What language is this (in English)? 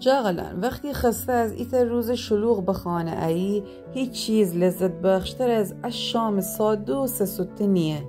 Gilaki